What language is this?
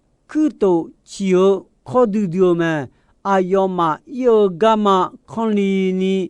Akha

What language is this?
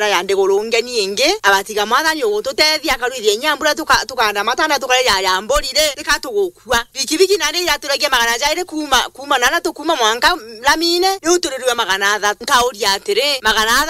Meru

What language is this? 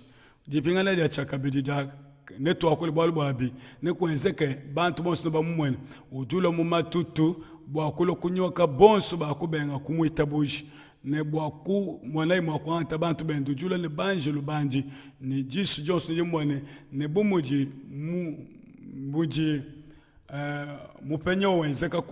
Luba-Lulua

